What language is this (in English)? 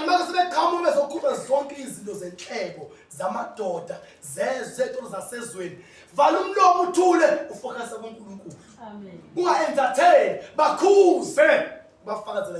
Zulu